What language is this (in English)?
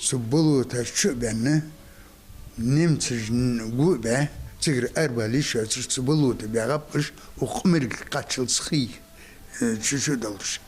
Ingush